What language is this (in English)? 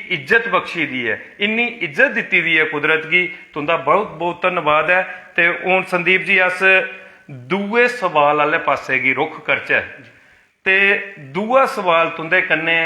Dogri